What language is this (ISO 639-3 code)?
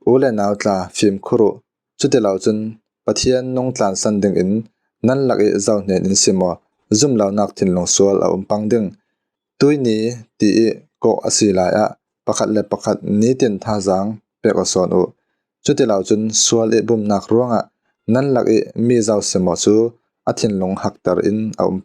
cfm